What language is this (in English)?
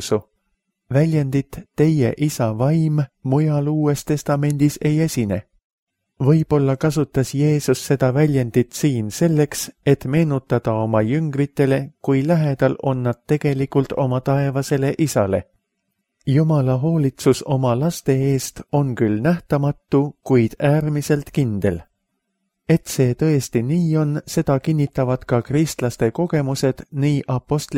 Estonian